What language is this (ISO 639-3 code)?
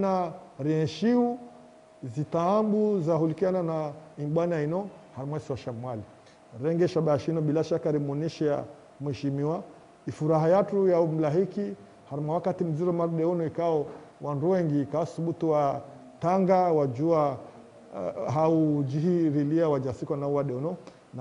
zdj